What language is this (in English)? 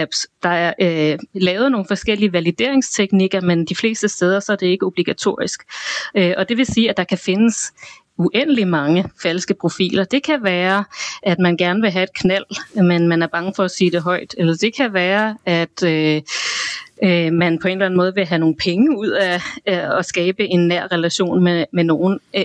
Danish